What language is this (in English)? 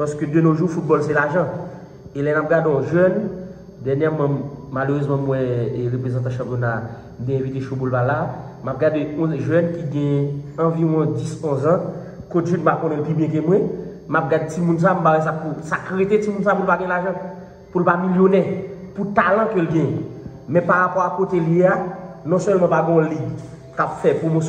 Haitian Creole